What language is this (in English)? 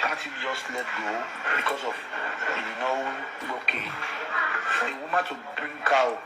Nigerian Pidgin